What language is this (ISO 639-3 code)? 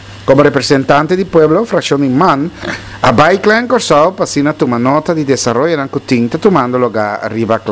pap